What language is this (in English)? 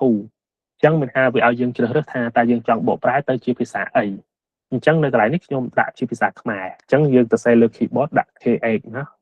Khmer